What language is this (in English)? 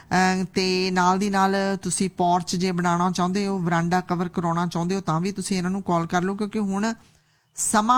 Punjabi